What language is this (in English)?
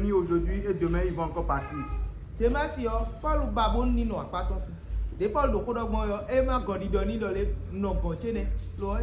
Fon